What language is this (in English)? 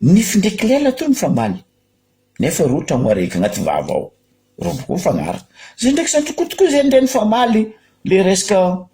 Malagasy